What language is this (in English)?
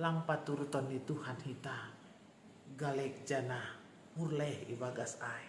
Batak Simalungun